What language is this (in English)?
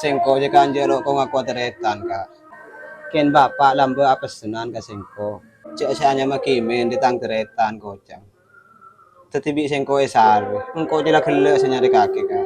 Madurese